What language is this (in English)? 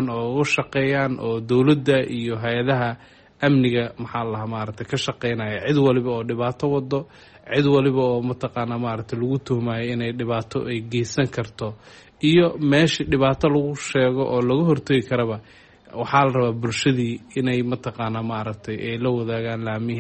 Somali